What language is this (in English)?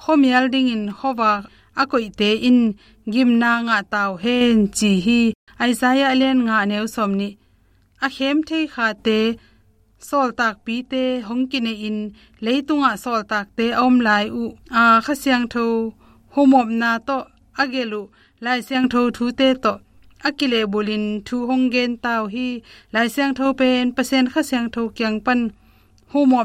Tedim Chin